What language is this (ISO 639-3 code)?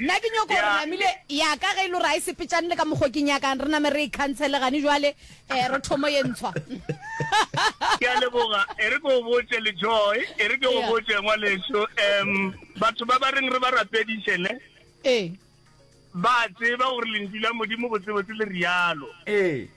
nso